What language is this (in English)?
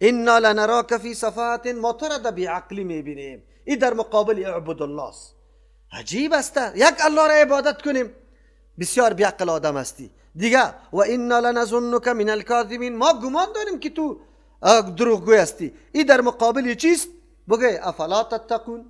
Persian